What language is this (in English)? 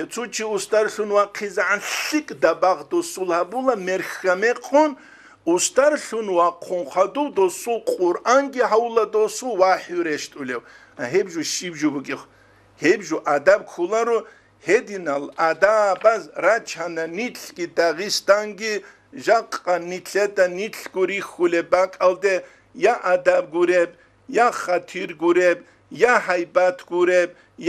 Avaric